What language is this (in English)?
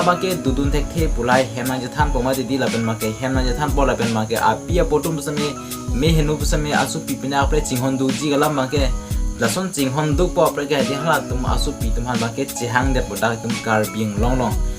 Karbi